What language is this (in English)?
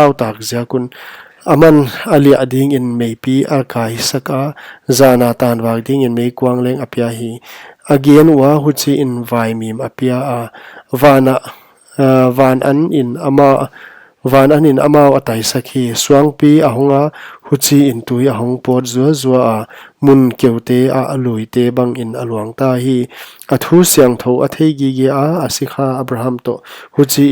Paite Chin